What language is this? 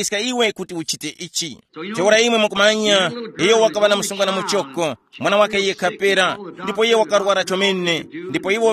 Tumbuka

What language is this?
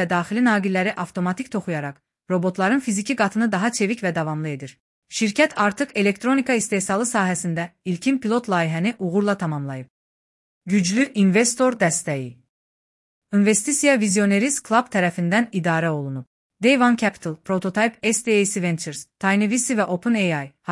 Azerbaijani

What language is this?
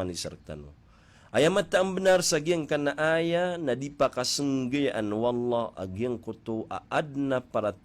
Maranao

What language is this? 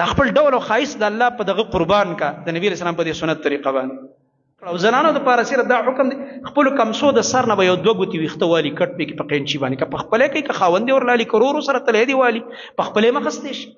Pashto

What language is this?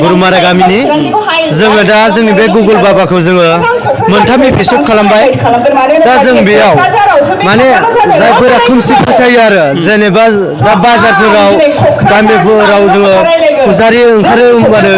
Bodo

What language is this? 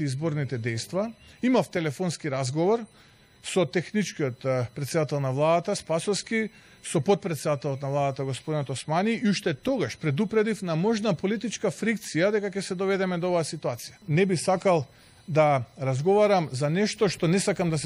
Macedonian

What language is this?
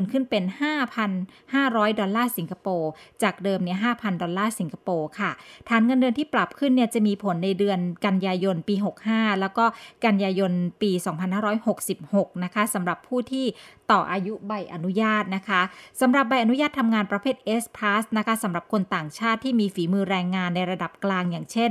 Thai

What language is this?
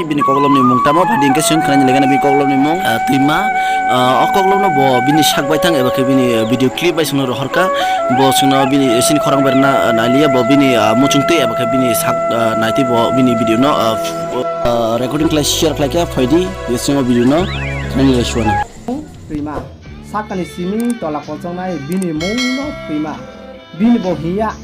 Kok Borok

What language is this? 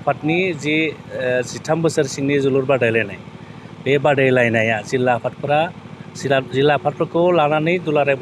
Bodo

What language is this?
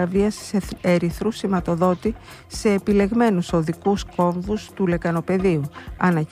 Greek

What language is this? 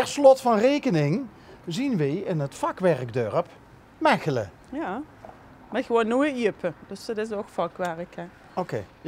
Limburgish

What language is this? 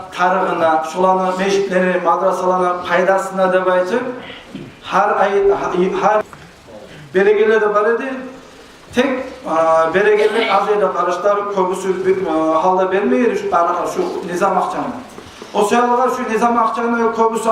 Kumyk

